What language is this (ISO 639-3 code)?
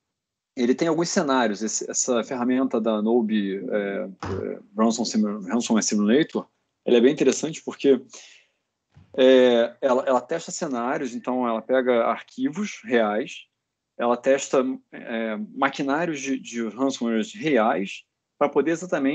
por